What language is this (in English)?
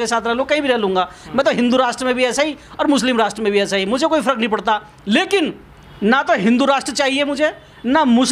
Hindi